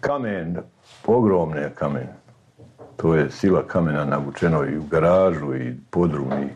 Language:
Serbian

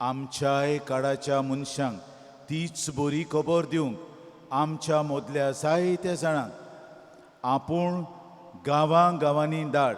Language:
Konkani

